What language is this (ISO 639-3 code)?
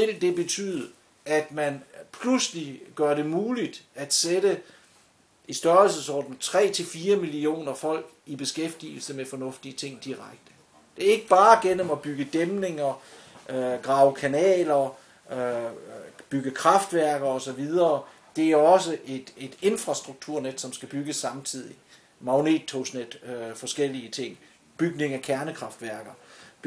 dan